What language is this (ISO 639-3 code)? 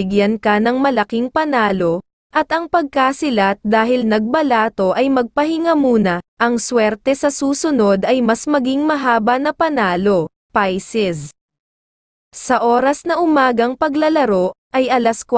fil